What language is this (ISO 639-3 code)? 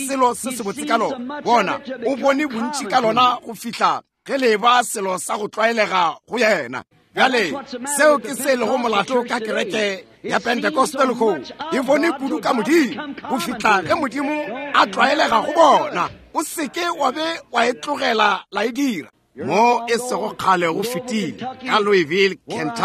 nso